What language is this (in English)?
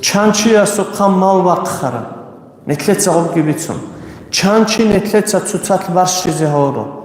Avaric